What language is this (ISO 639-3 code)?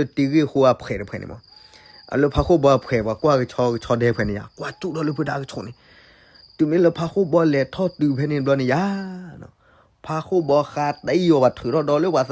ksw